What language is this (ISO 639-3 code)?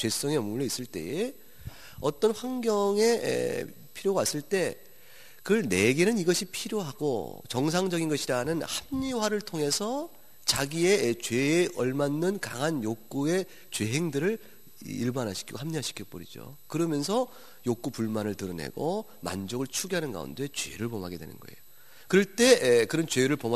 kor